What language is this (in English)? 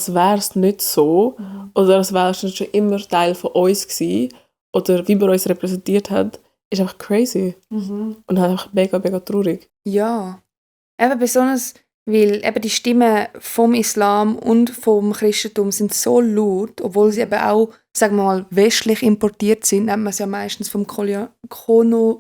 Swiss German